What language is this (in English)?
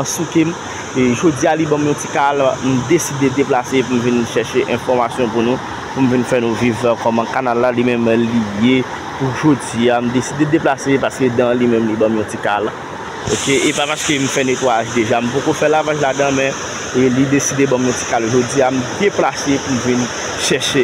Haitian Creole